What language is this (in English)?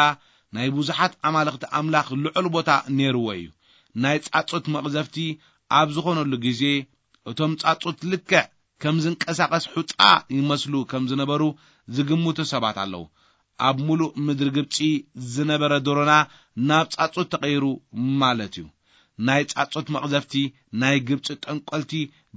Tigrinya